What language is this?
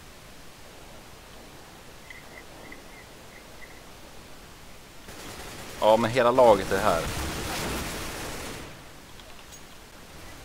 Swedish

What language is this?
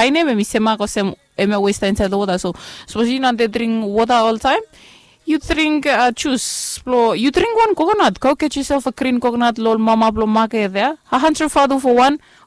Bislama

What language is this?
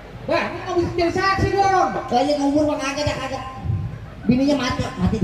Betawi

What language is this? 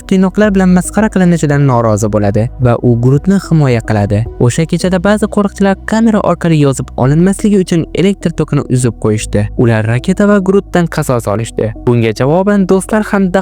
Uzbek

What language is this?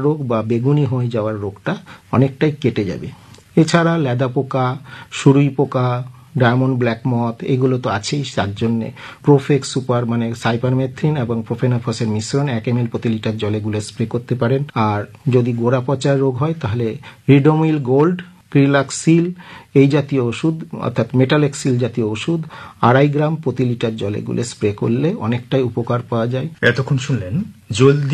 Bangla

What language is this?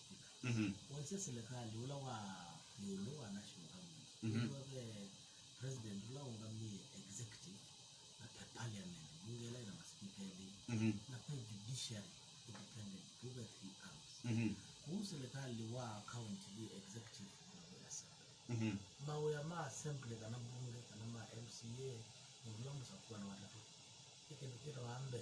Kamba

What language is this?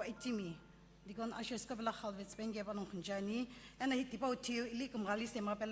Sumi Naga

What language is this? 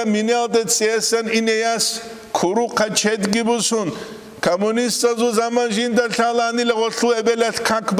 Avaric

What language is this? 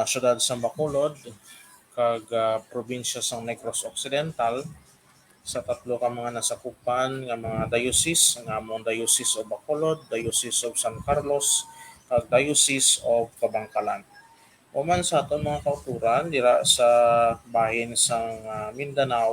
Hiligaynon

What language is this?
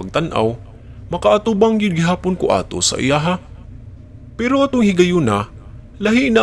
Cebuano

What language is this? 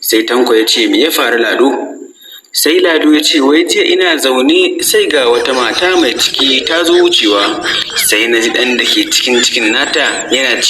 Hausa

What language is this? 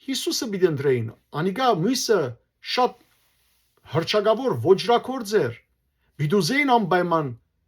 Western Armenian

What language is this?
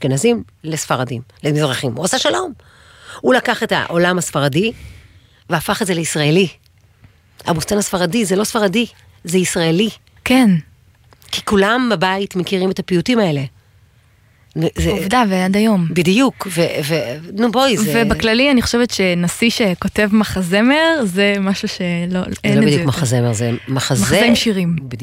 Hebrew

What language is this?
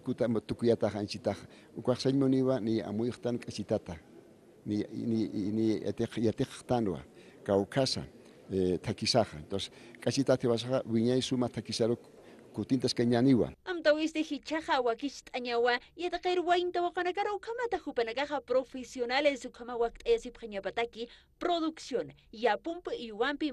Aymara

